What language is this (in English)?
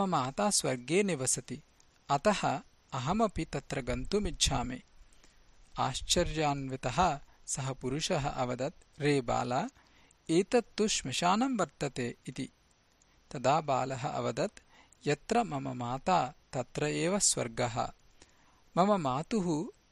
Sanskrit